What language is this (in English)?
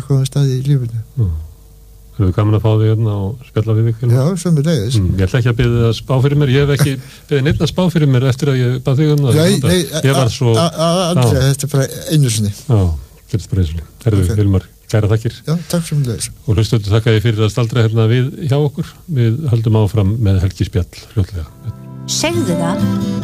Icelandic